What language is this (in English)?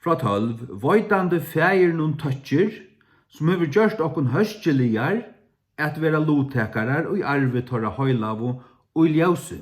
Faroese